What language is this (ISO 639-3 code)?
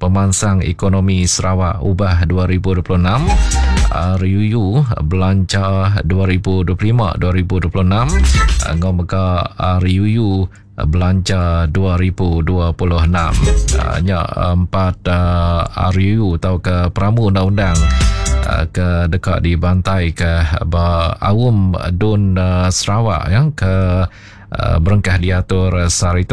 iba